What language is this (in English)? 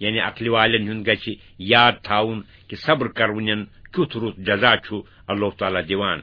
Kashmiri